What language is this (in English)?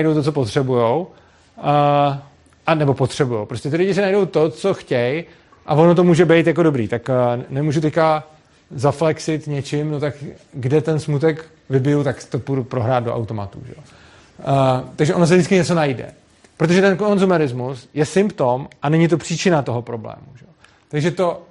Czech